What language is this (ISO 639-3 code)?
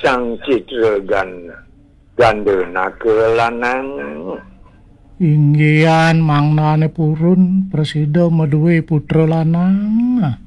ban